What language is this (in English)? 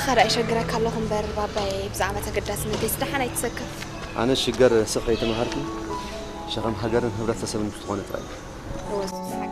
Tigrinya